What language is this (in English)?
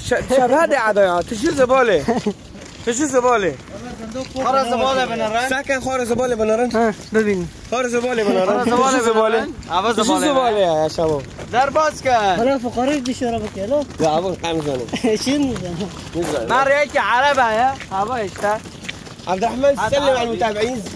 Kurdish